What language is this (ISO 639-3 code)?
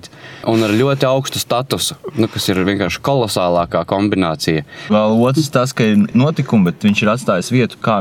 lav